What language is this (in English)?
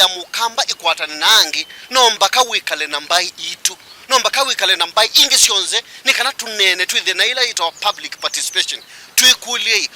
Kamba